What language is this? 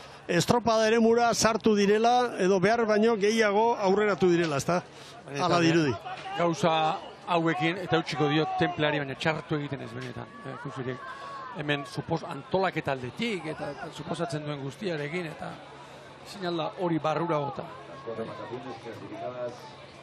Basque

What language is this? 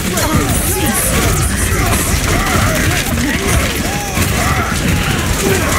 English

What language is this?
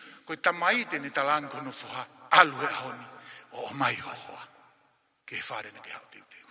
Tongan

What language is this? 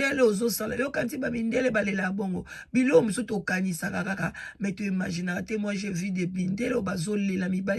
Lingala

